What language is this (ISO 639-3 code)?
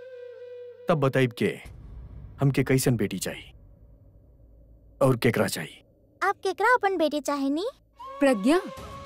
bho